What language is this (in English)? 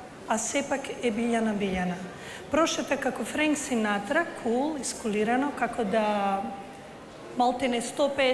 Macedonian